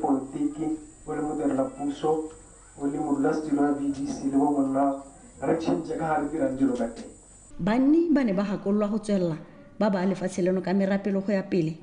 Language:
Tswana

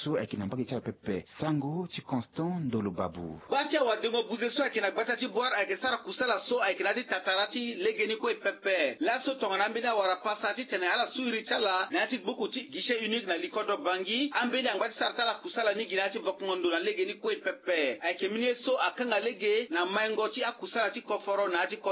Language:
Sango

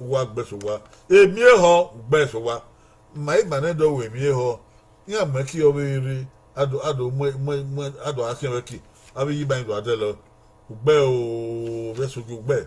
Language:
Bini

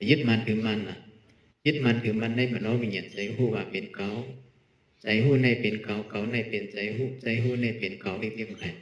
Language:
Shan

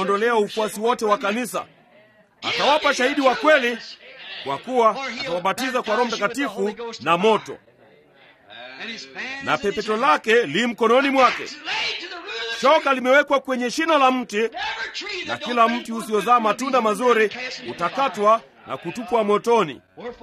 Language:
Swahili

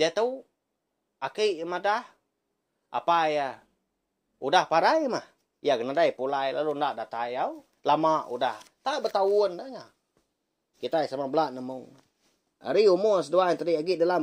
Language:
Iban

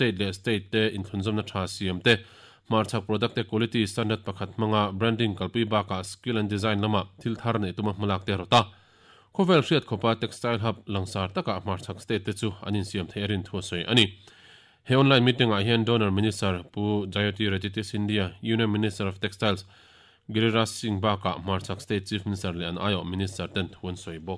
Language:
Mizo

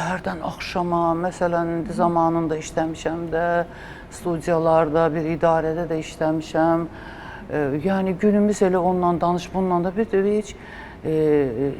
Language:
Azerbaijani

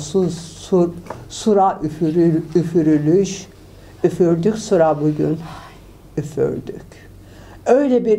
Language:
Turkish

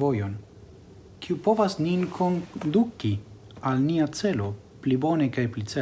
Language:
Esperanto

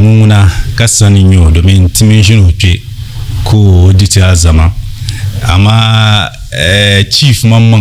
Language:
Dagbani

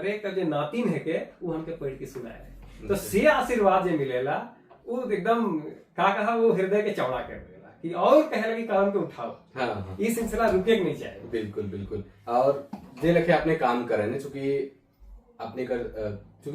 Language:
Sadri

